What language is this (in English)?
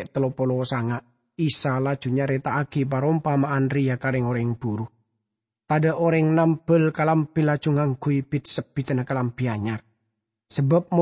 Madurese